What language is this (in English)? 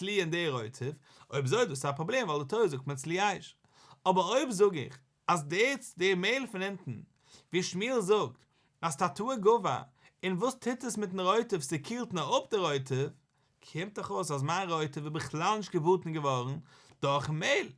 Yiddish